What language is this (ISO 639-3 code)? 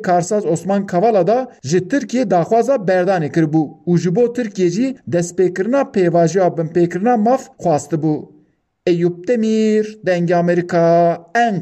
kur